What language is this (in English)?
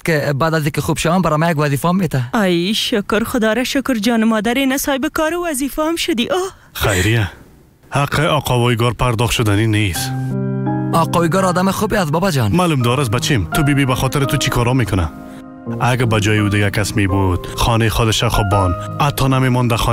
Persian